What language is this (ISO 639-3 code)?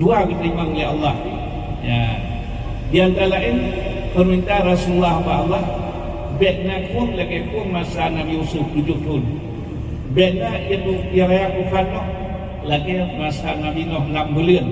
ace